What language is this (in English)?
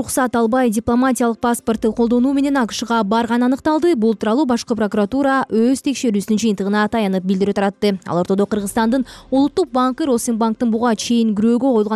Kyrgyz